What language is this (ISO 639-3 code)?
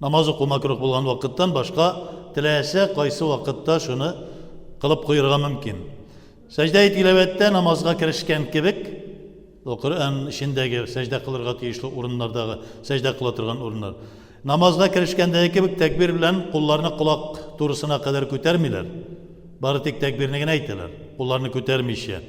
tat